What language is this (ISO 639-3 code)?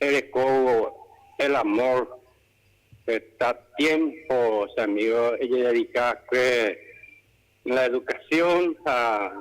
grn